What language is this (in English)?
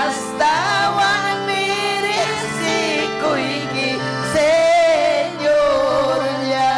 Ayacucho Quechua